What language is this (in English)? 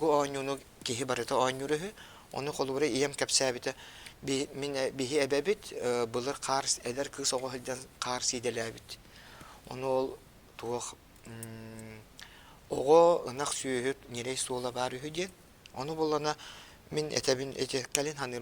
Yakut